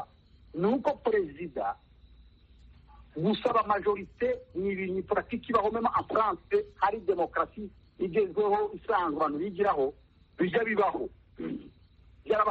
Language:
Kinyarwanda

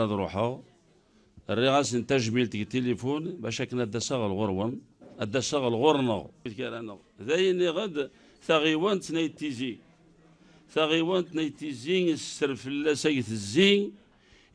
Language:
Kabyle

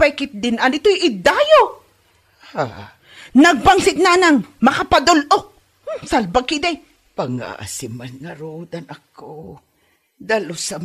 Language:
Iloko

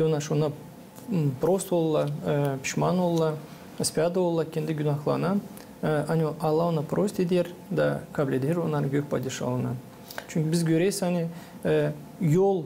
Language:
Gagauz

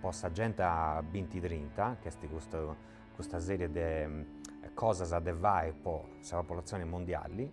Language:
Sardinian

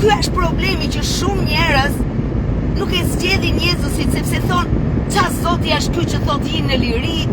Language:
Albanian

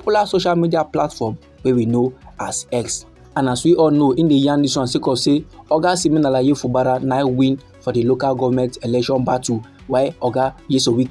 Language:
Nigerian Pidgin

